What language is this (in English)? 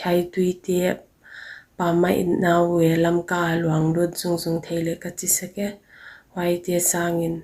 Paite Chin